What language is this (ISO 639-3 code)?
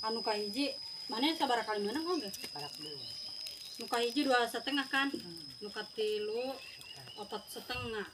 sun